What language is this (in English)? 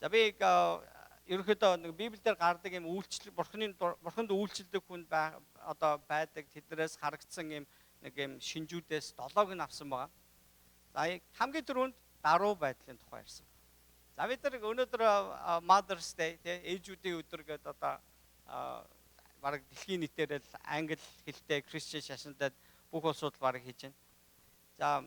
Mongolian